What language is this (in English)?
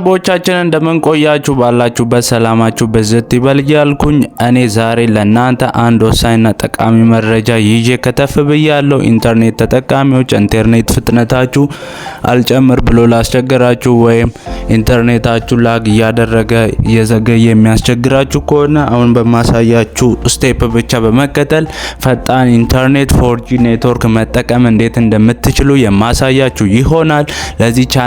Amharic